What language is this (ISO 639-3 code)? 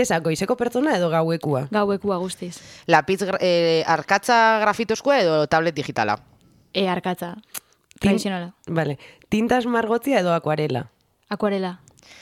eus